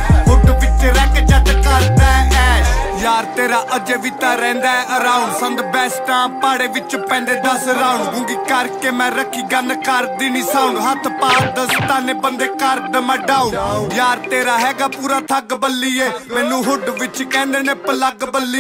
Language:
Punjabi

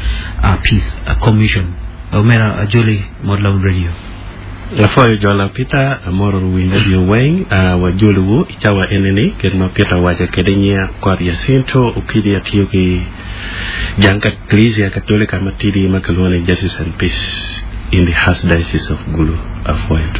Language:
Acoli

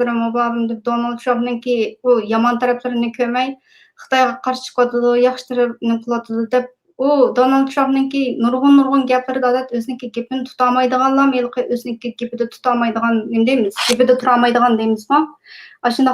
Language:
Uyghur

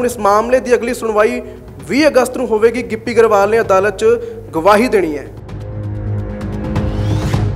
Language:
Punjabi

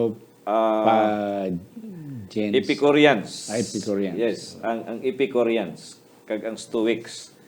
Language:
Hiligaynon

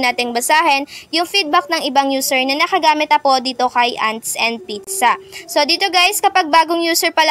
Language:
Filipino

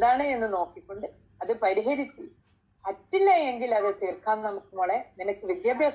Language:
Malayalam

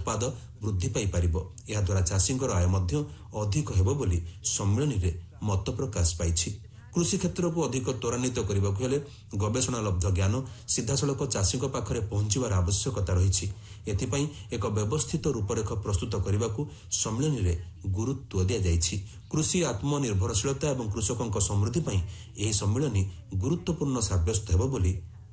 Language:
Odia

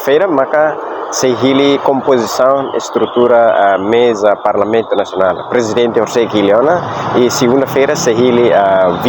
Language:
Tetum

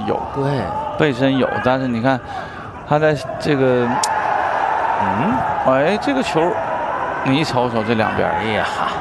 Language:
Chinese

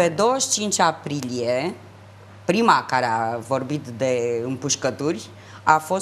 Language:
Romanian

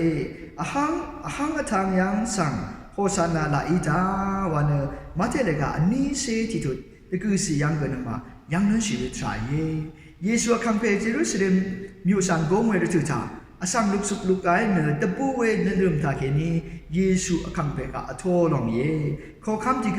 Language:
Rawang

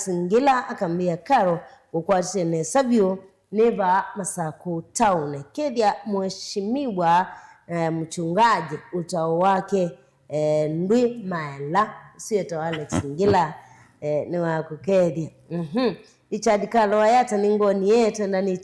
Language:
Kamba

